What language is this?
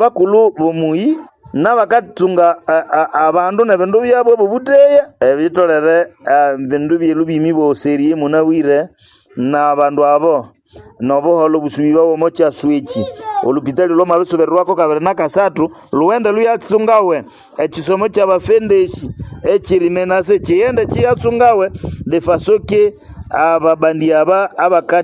Nande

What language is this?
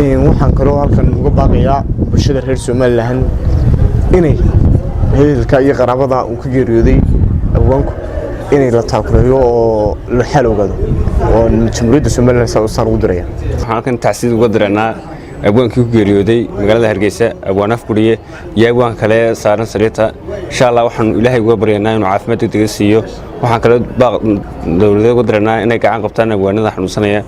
Somali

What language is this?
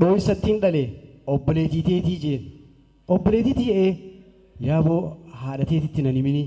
Oromo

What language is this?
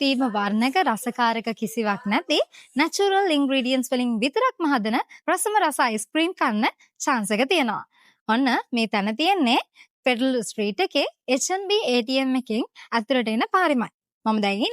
Sinhala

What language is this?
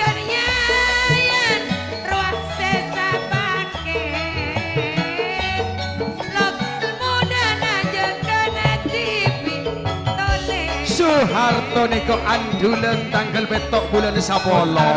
Madurese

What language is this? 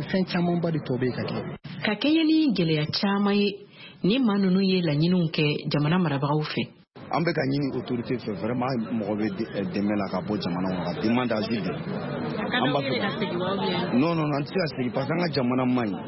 Bambara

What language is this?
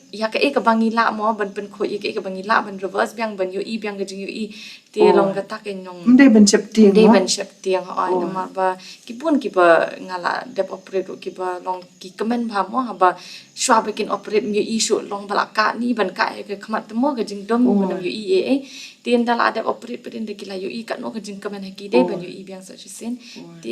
Khasi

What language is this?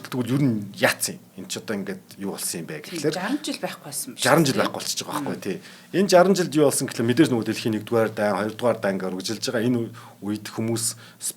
Mongolian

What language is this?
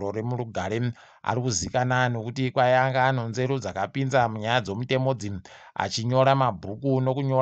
Ndau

